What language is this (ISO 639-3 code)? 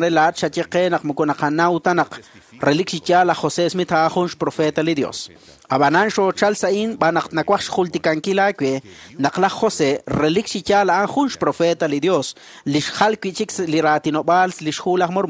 kek